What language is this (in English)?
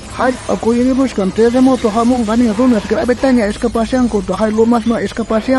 South Bolivian Quechua